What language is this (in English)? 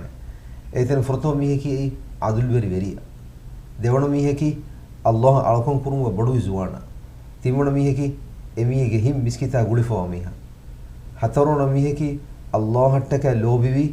Divehi